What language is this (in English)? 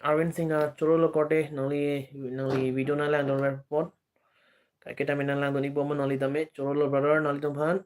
Karbi